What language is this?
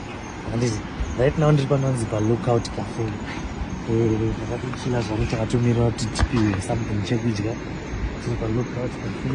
Shona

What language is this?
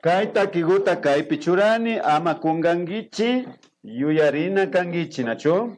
Imbabura Highland Quichua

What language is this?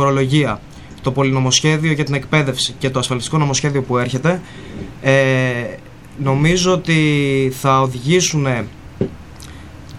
Greek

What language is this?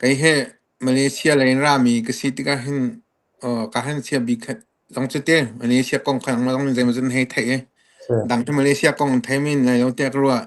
Hakha Chin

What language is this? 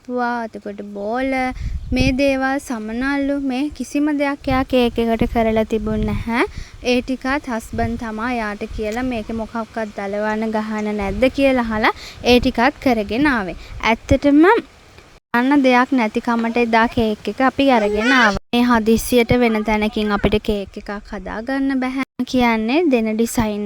Sinhala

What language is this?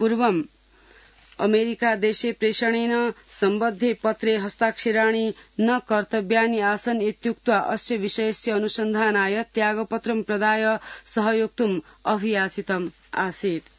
Sanskrit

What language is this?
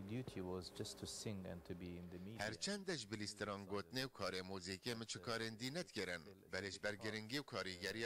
Kurdish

